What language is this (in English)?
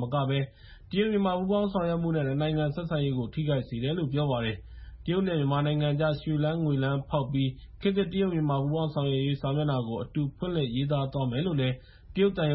Burmese